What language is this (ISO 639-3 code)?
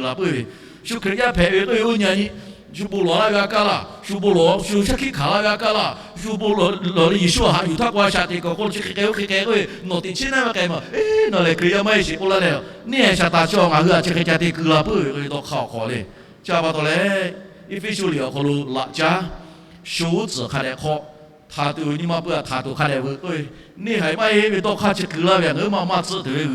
lhu